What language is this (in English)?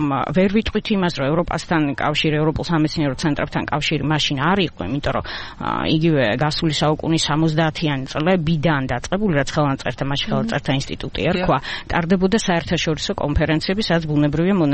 Georgian